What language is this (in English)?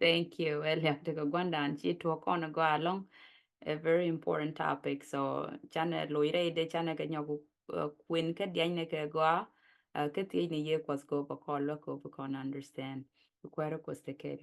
Nuer